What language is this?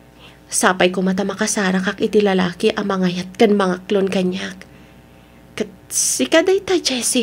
Iloko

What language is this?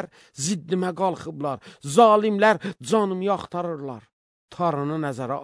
Azerbaijani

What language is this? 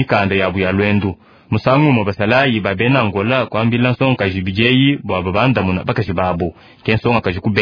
Luba-Lulua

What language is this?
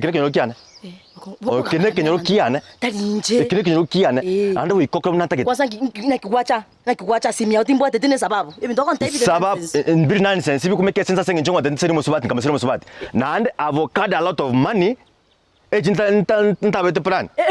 Gusii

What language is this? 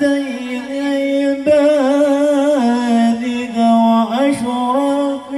Betawi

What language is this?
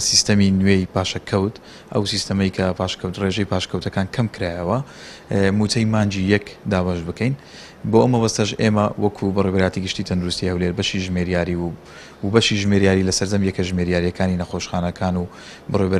Central Kurdish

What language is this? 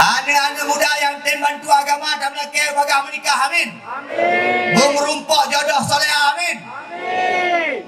Achinese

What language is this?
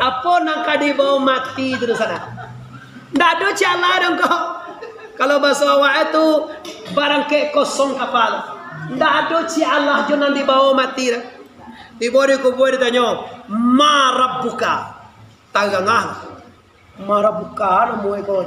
Minangkabau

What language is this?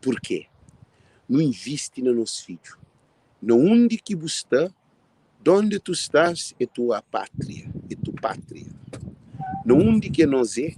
Kabuverdianu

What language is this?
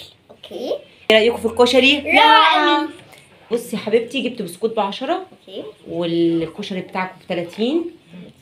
Egyptian Arabic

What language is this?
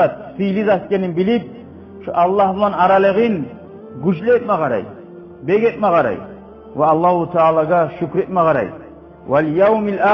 Kumyk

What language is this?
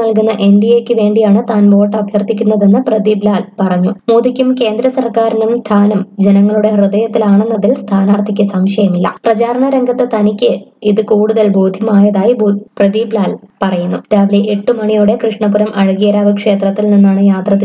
Malayalam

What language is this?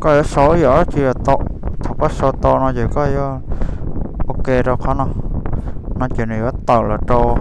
Hmong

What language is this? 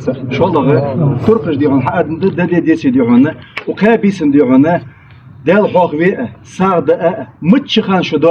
Ingush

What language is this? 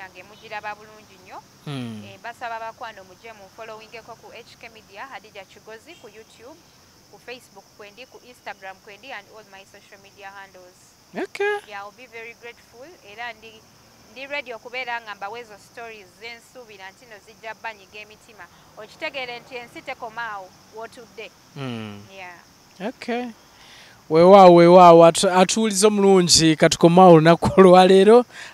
Ganda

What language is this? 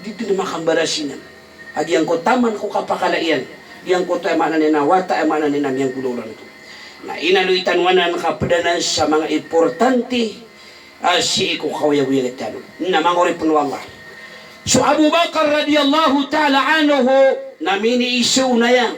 Maranao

